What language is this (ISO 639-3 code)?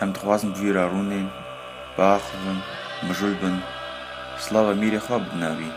kur